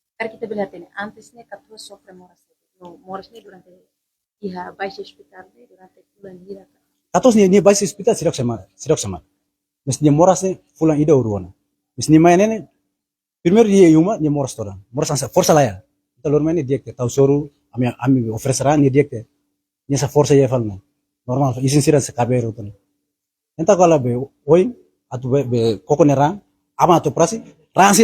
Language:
Tetum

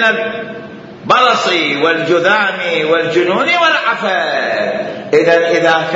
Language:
Mesopotamian Arabic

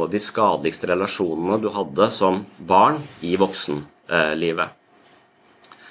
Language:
Norwegian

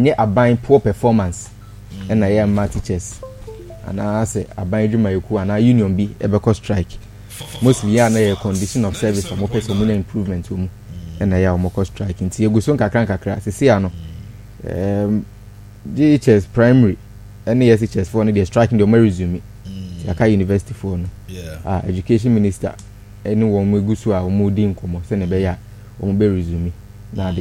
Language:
Akan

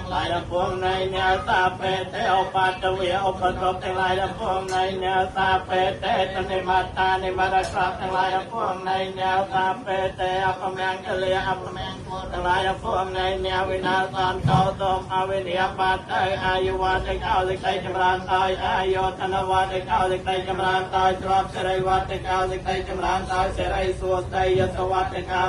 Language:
Khmer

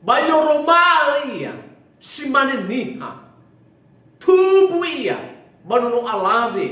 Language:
Nias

